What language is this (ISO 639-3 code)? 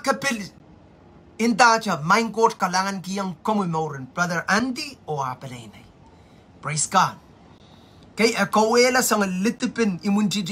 pon